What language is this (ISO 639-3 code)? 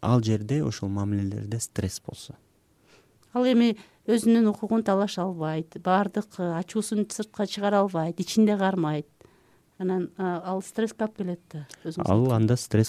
kir